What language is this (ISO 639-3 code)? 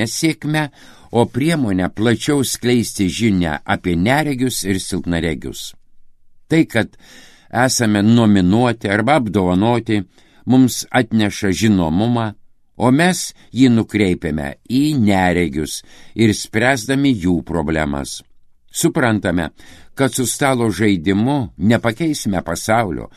lit